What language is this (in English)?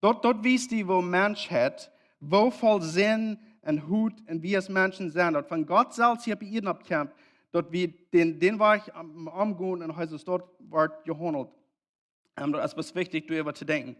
Plautdietsch